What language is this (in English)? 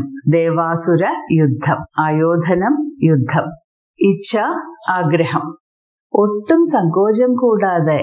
Malayalam